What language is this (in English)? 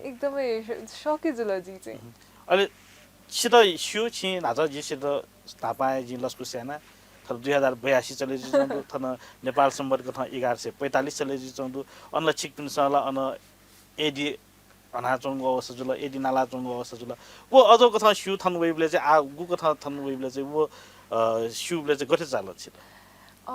Newari